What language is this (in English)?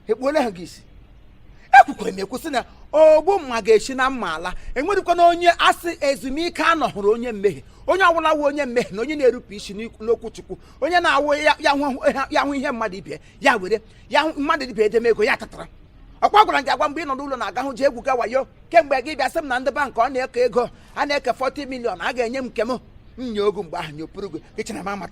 Igbo